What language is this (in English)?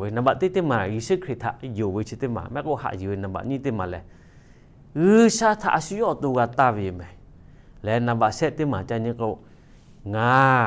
Lahu